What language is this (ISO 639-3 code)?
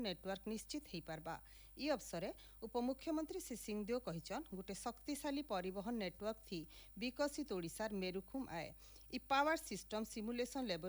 ori